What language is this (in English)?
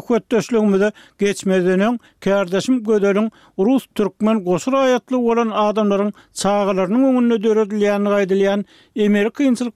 Turkmen